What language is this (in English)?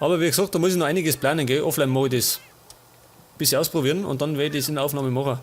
Bavarian